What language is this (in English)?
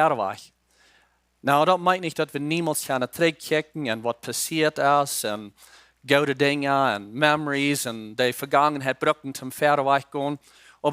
Plautdietsch